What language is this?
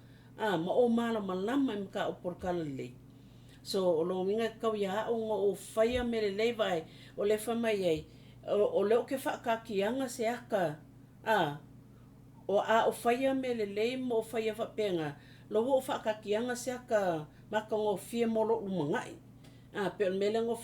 Samoan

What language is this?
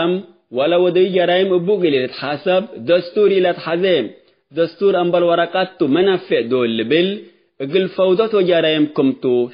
Tigre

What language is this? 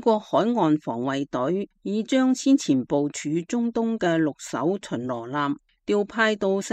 Cantonese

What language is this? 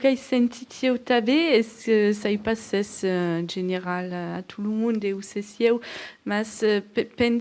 Occitan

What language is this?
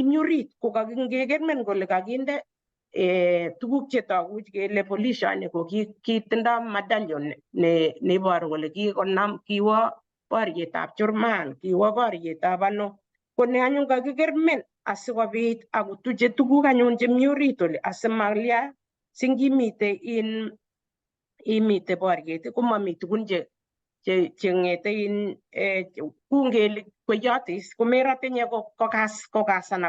Kalenjin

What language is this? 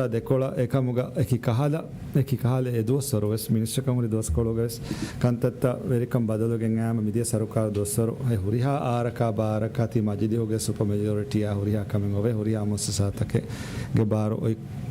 Divehi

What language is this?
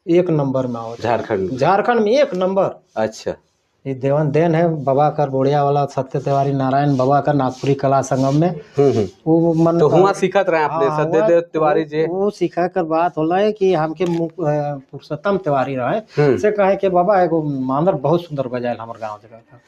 Sadri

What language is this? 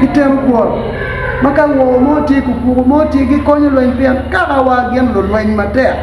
Acoli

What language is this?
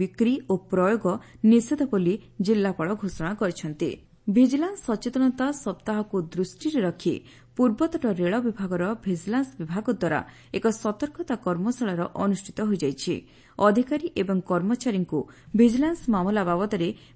Odia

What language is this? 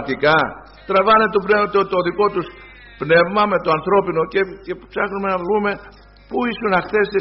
Greek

